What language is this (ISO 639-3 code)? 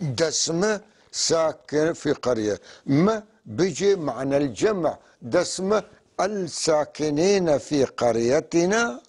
apc